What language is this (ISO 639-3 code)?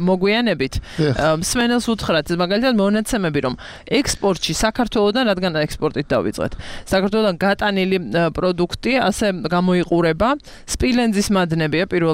kat